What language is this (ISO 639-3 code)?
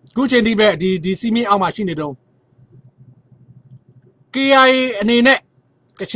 mya